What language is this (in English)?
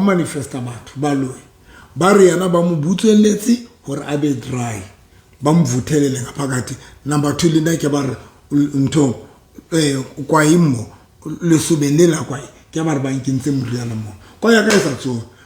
Southern Sotho